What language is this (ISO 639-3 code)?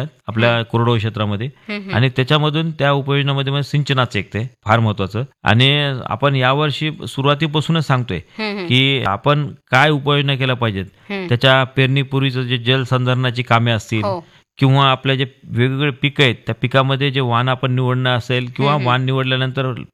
mar